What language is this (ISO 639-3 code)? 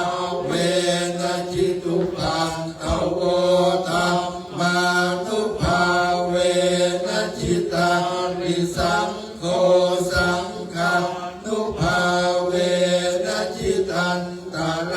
pli